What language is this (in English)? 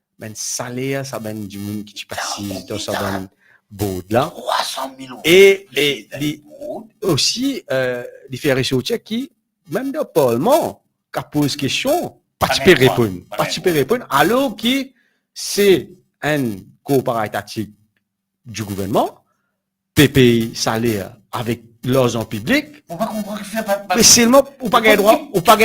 Morisyen